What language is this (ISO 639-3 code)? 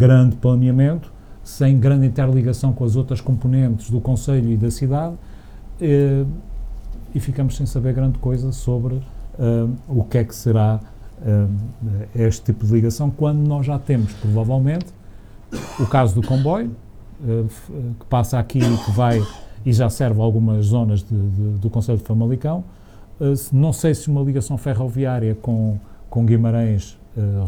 por